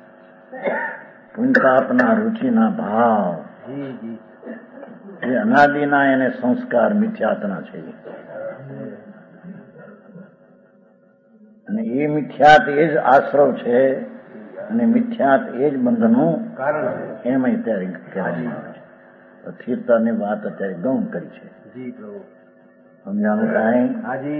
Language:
Gujarati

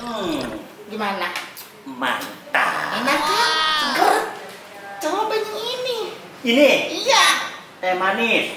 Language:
Betawi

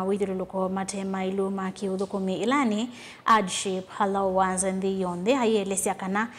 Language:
Kamba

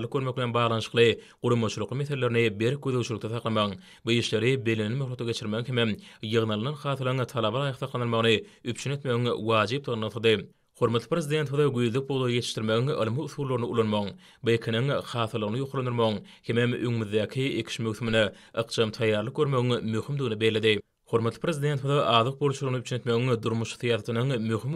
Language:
Turkmen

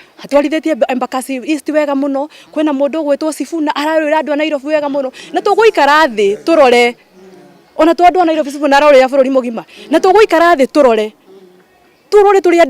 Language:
Kikuyu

